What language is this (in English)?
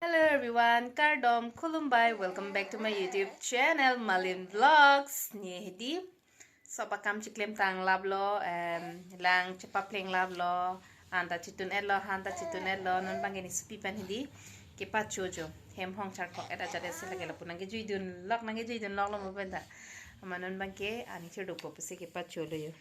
Karbi